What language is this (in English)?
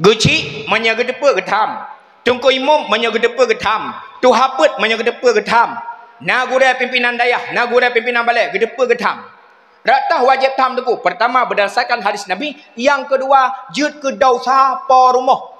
Achinese